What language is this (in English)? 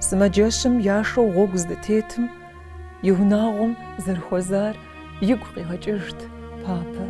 Kabardian